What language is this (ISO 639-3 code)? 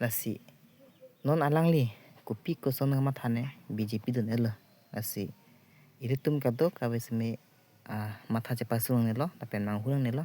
mjw